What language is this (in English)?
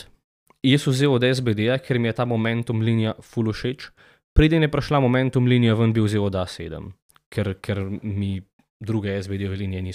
Slovenian